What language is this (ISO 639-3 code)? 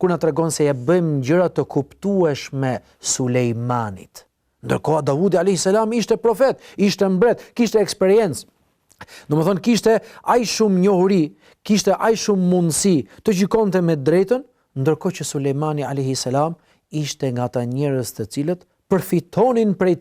sqi